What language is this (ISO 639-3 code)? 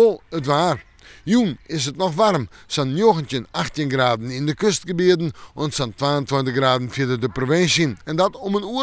fry